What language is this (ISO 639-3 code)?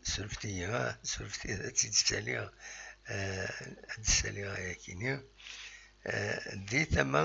kab